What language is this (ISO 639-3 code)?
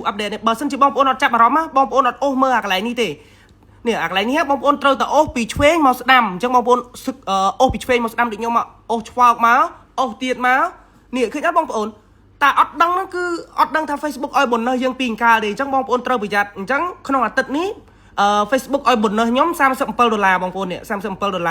khm